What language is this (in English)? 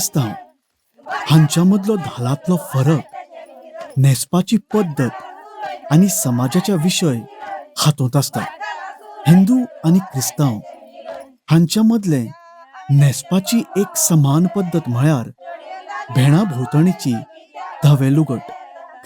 Konkani